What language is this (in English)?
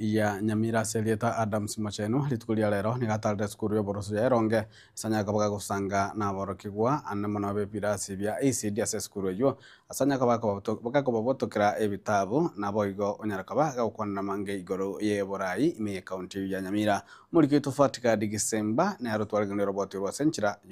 Gusii